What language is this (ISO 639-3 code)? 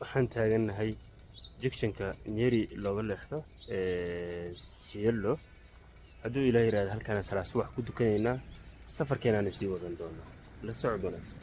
som